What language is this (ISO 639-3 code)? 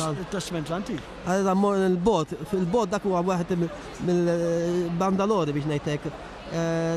mlt